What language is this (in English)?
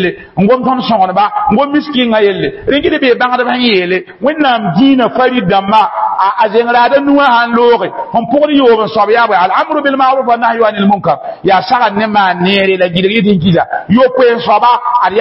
Mossi